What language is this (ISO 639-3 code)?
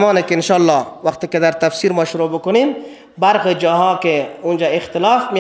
fas